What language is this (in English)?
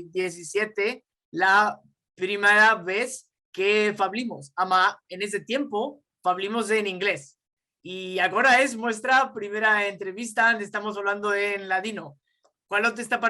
Ladino